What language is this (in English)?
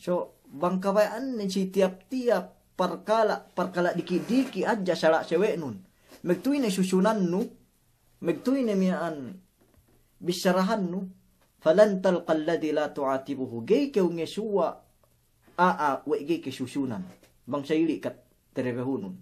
Yakan